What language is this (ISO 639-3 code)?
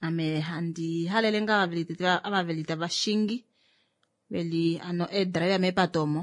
kua